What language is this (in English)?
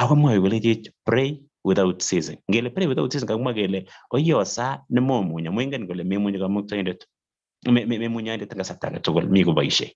Kalenjin